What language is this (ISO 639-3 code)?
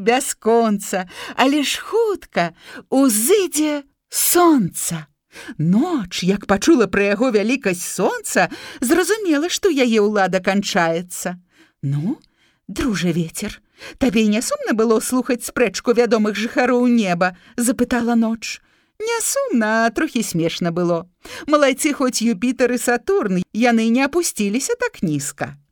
bel